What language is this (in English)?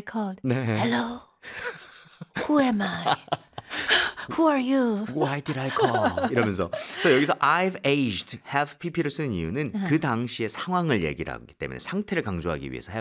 Korean